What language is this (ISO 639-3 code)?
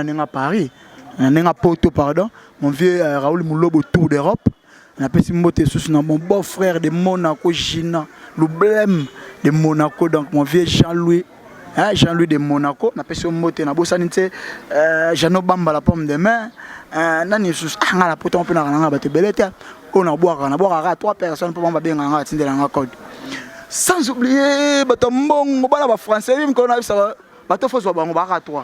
lin